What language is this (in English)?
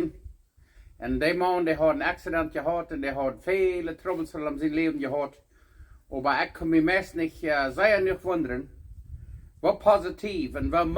Plautdietsch